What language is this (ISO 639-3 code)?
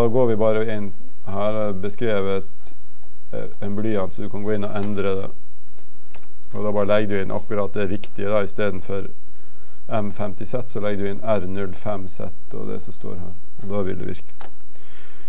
nor